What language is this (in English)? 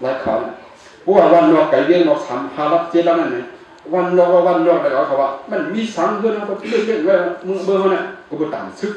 Shan